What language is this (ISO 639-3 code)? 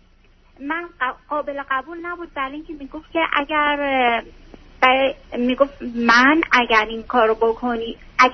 fas